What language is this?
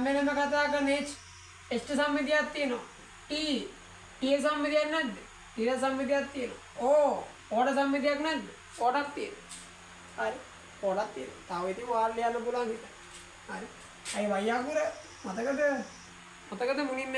Sinhala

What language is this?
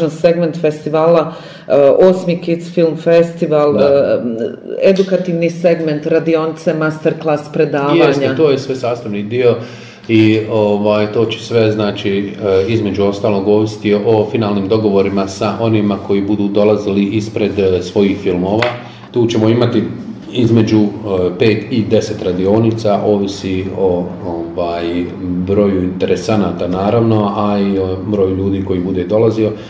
Bosnian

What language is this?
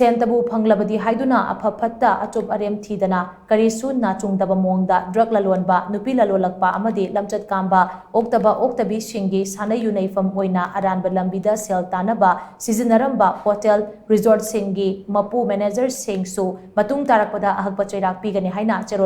Manipuri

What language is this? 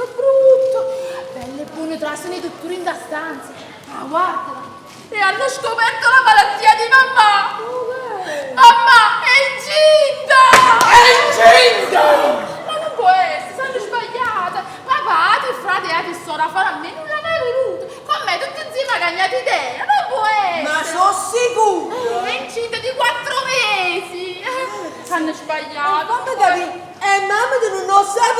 Neapolitan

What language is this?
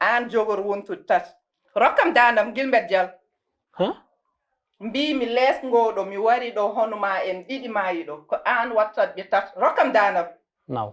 Fula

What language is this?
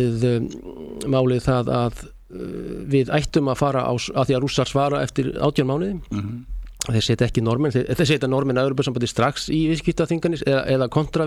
Icelandic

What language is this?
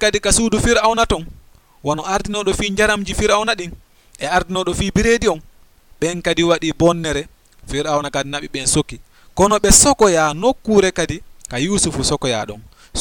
Fula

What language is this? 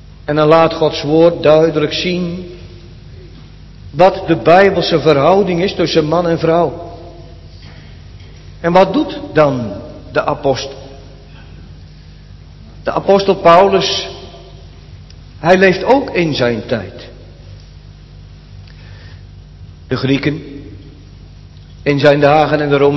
Dutch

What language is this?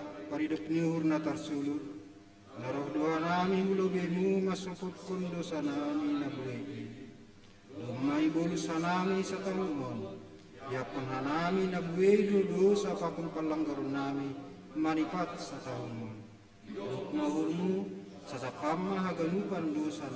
Batak Simalungun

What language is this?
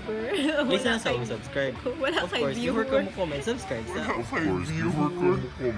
Cebuano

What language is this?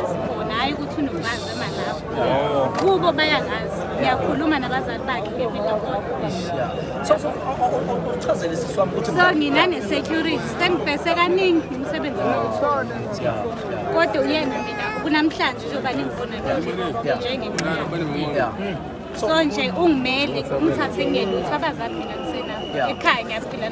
Zulu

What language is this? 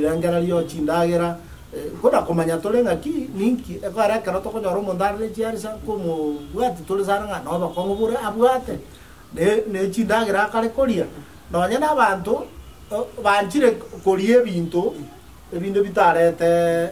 Gusii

